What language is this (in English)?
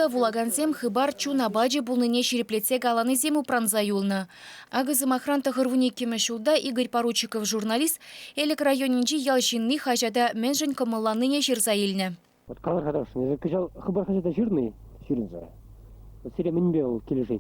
Chuvash